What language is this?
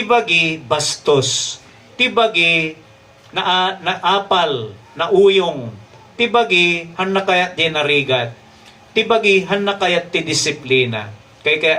Iloko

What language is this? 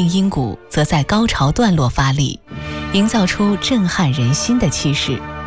Chinese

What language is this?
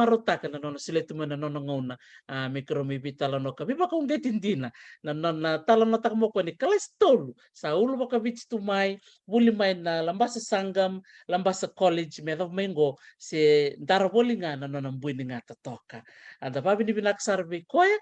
Fijian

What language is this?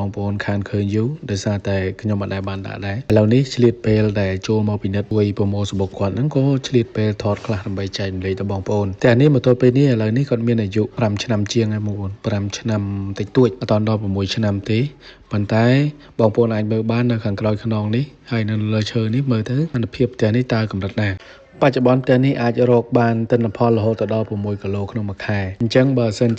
Khmer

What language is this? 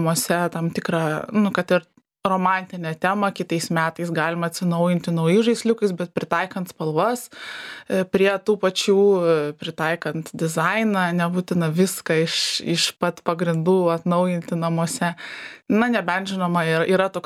Lithuanian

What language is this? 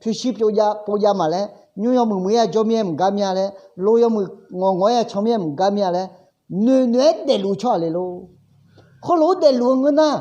Akha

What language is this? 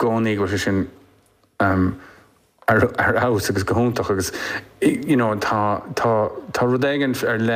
Irish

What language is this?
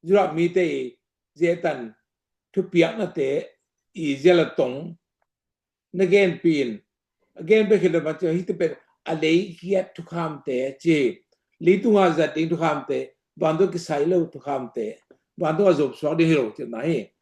Tedim Chin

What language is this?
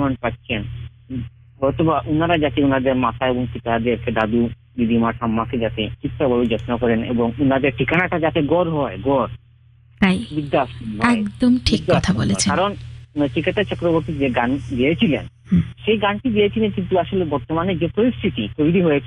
Bangla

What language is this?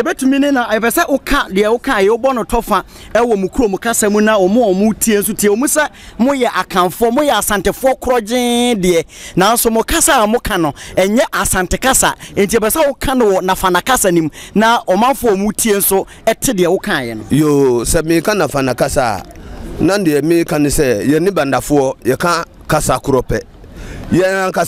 Akan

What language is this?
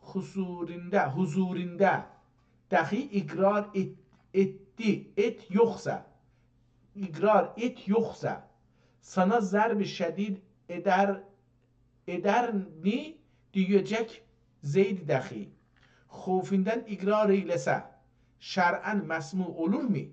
South Azerbaijani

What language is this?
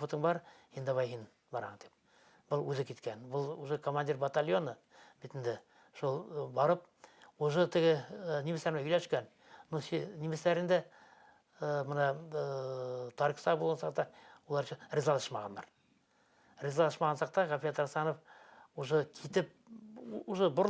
Bashkir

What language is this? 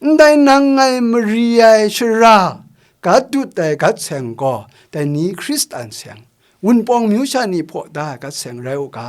Kachin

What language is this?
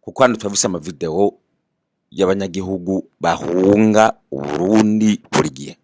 Rundi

